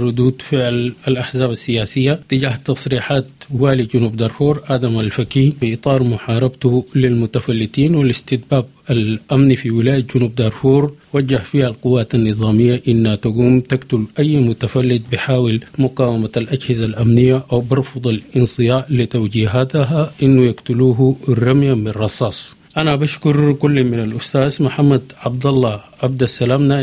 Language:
Sudanese Arabic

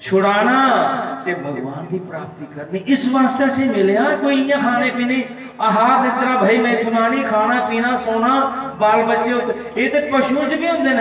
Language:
Dogri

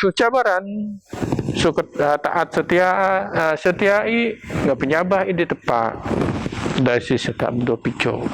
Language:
Biatah Bidayuh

